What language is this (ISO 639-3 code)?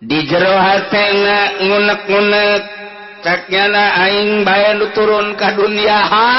sun